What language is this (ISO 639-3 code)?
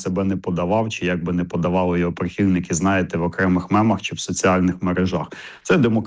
ukr